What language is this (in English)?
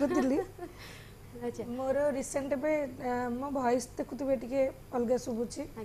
Odia